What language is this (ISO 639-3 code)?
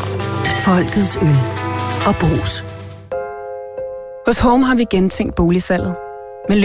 dan